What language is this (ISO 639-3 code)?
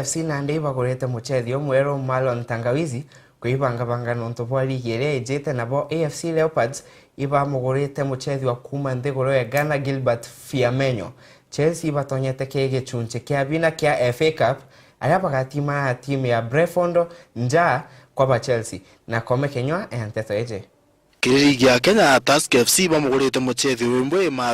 mer